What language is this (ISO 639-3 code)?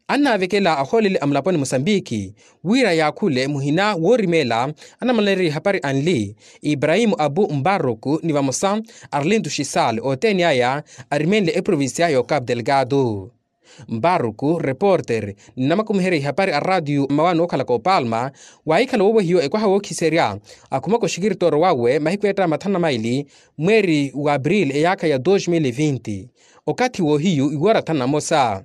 vmw